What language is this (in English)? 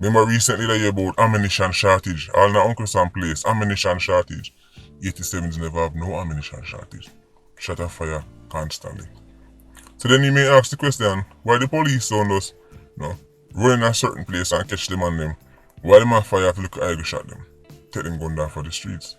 Jamaican Creole English